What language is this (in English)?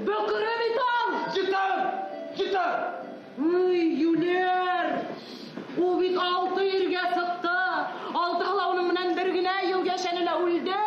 Bashkir